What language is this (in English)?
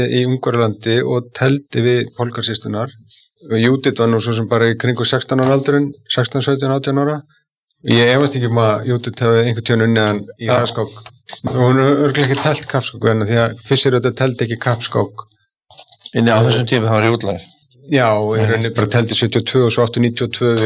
Icelandic